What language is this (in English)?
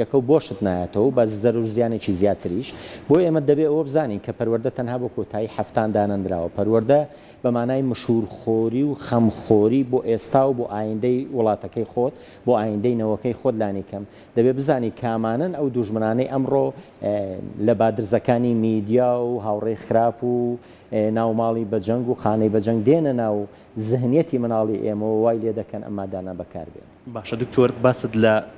Central Kurdish